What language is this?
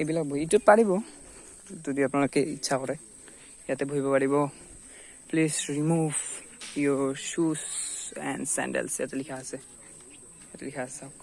Assamese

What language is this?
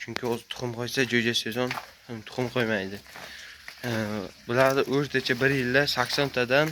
Uzbek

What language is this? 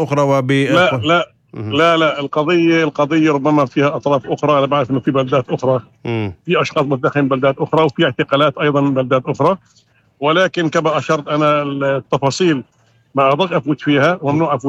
North Levantine Arabic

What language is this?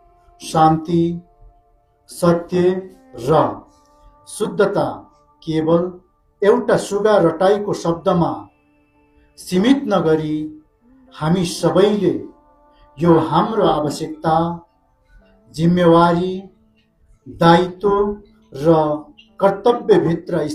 Nepali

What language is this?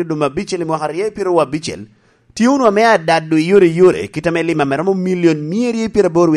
Lango (Uganda)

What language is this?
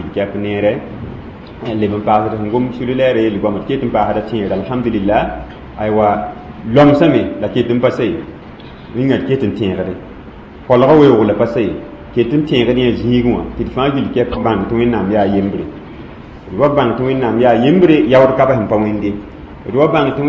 Mossi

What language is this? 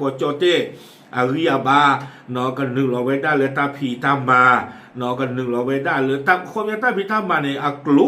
S'gaw Karen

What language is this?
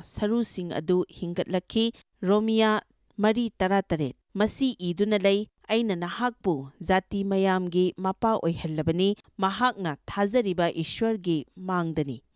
Manipuri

